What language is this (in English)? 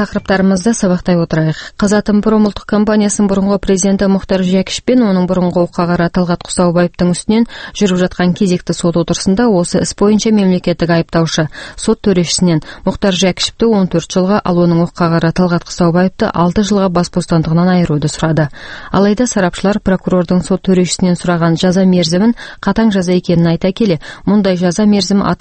Kazakh